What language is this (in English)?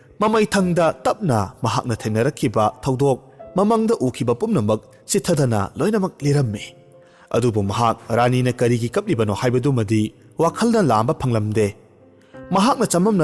Manipuri